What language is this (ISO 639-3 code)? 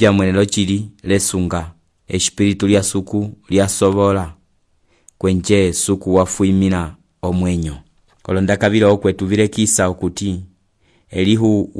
umb